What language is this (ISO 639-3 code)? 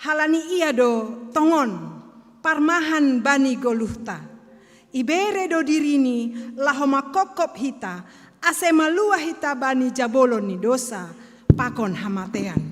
bts